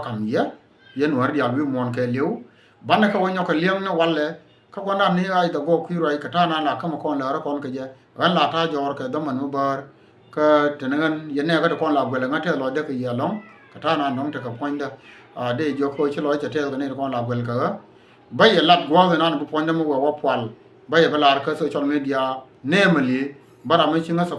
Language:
Nuer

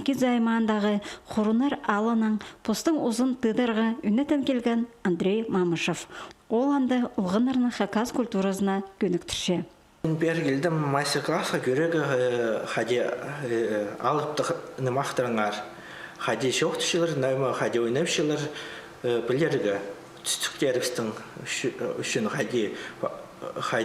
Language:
Khakas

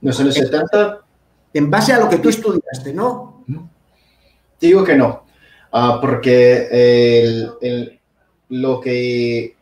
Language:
Asturian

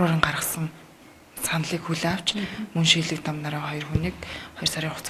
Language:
Mongolian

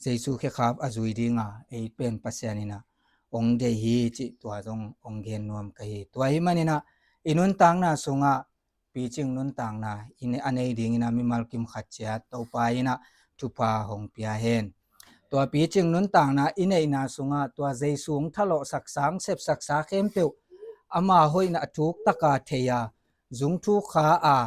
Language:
Tedim Chin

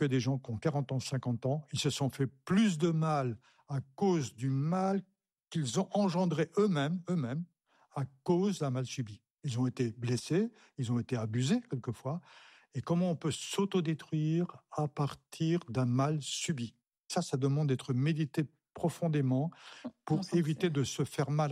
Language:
French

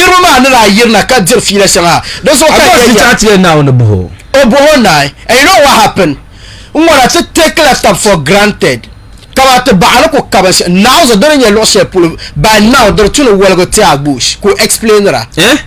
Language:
Dagbani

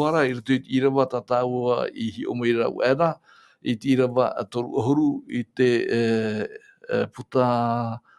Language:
Tahitian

